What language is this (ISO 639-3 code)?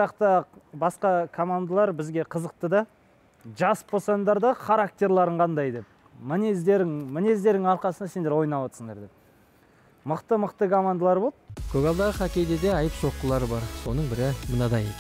kaz